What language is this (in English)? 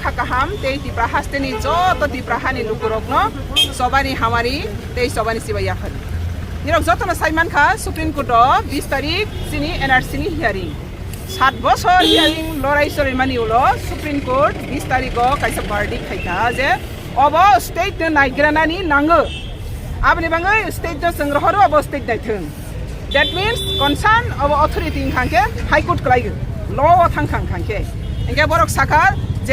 Riang (India)